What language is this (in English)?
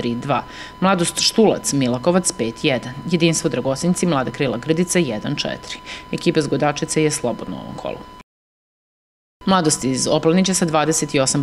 Serbian